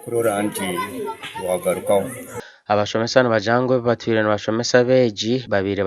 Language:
Nyankole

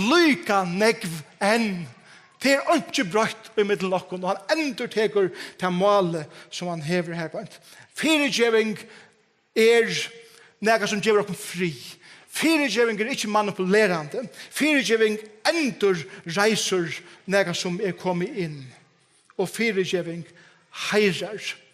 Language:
Faroese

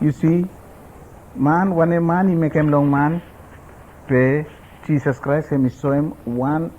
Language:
Bislama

